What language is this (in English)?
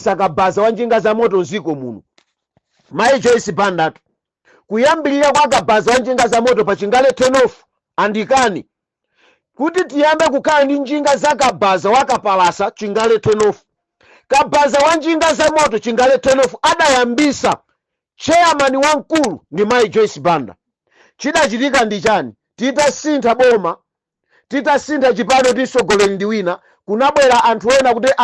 Nyanja